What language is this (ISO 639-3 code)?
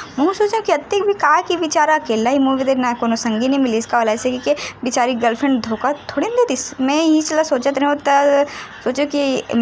hne